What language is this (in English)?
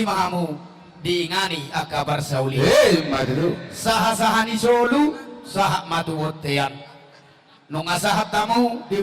Batak Toba